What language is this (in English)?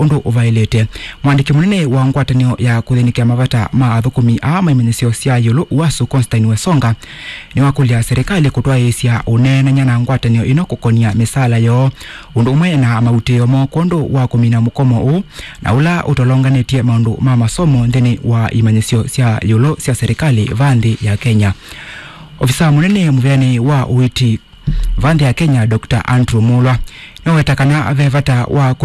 Kamba